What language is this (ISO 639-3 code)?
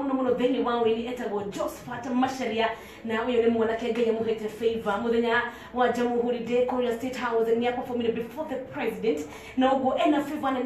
kik